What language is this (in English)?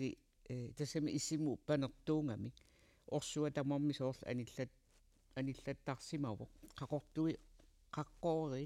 Kalaallisut